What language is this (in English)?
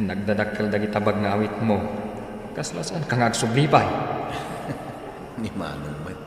Iloko